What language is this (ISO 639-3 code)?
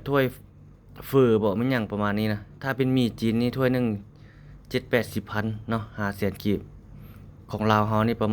lao